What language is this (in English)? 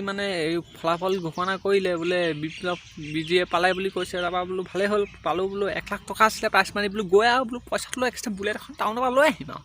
Assamese